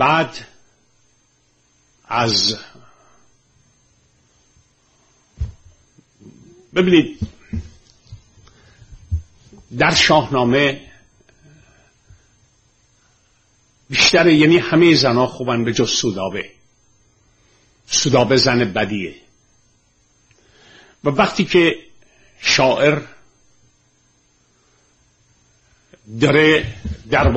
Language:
Persian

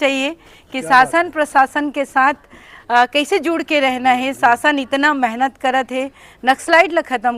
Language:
Chhattisgarhi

